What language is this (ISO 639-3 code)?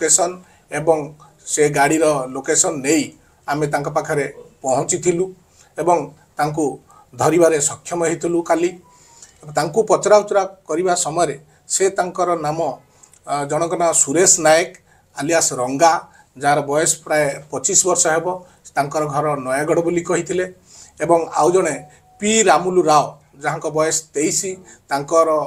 ori